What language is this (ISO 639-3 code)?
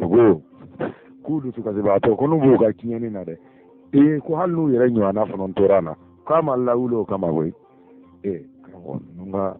bam